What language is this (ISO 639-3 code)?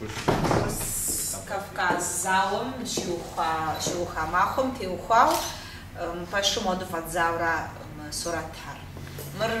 kbd